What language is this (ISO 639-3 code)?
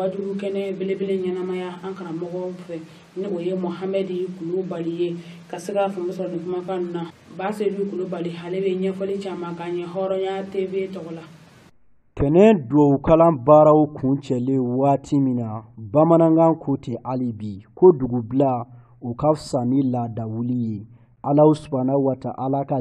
bam